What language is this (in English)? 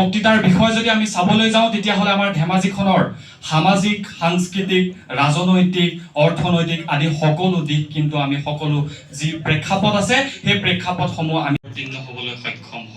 Assamese